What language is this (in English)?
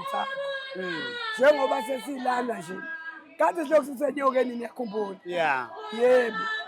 Zulu